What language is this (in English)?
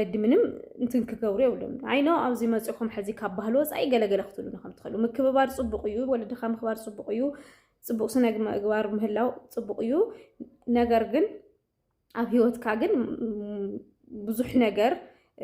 Tigrinya